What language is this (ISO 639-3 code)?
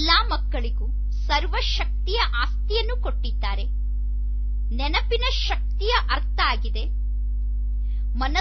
kan